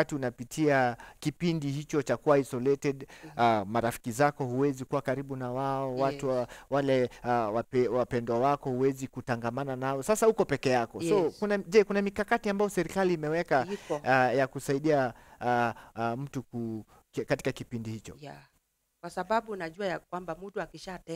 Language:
Swahili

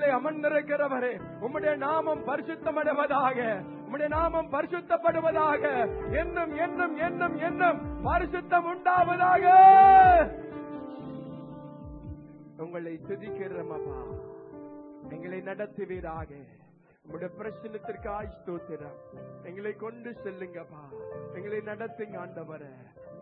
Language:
Tamil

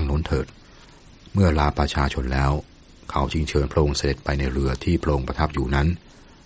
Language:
Thai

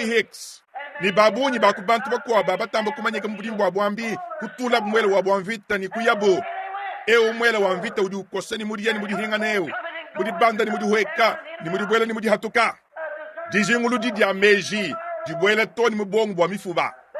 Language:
Luba-Lulua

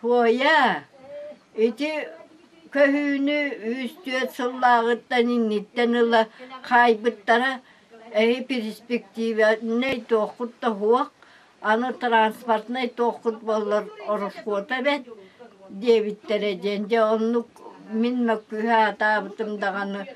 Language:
Yakut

